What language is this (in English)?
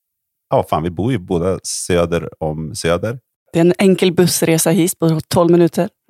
Swedish